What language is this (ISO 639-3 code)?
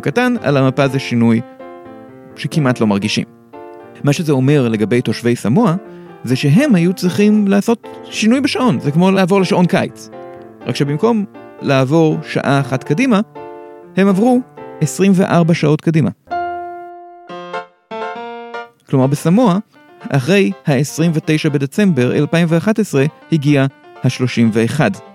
heb